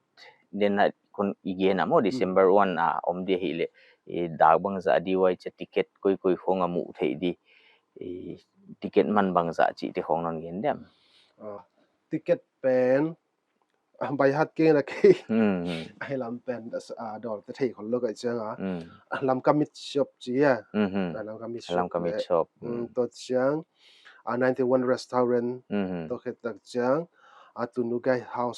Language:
Paite Chin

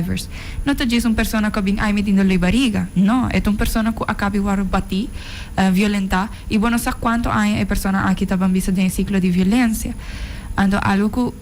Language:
Papiamento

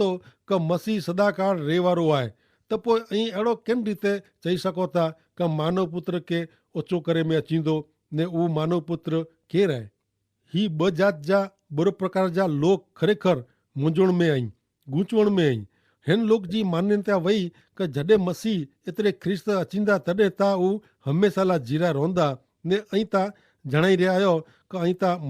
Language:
Kachhi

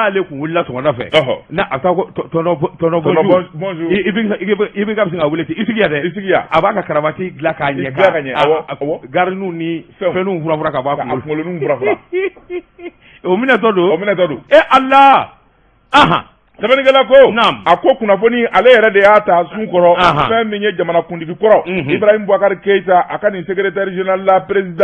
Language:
Bambara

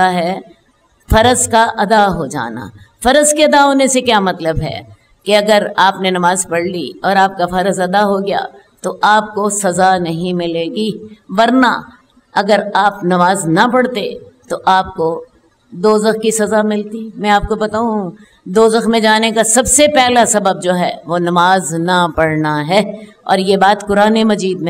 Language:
Urdu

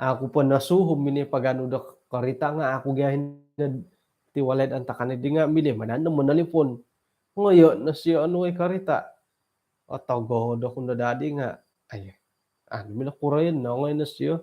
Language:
Central Dusun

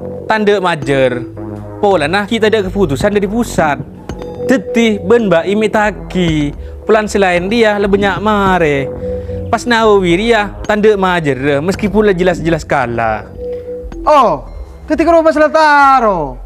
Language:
Madurese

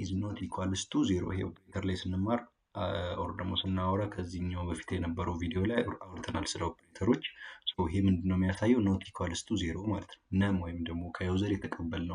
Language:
Amharic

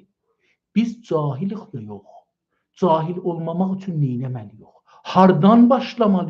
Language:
South Azerbaijani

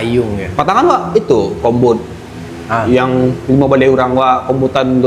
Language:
Minangkabau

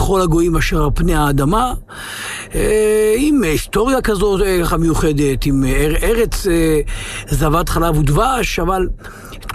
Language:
Hebrew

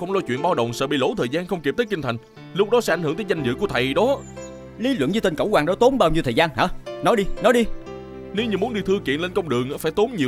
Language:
Vietnamese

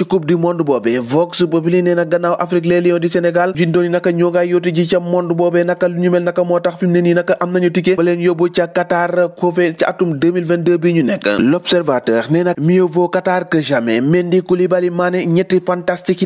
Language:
Wolof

